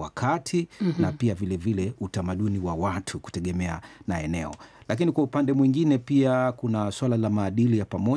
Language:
Swahili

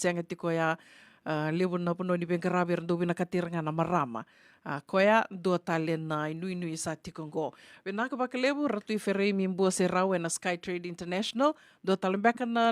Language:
Fijian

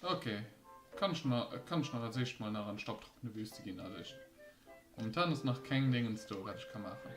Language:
Luxembourgish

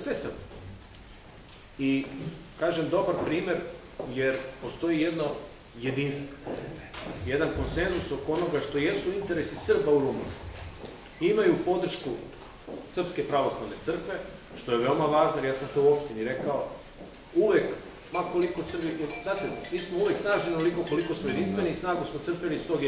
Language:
Serbian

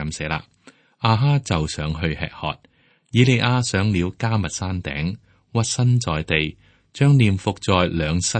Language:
Cantonese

